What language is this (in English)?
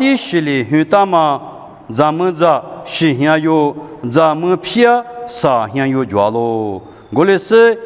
Lisu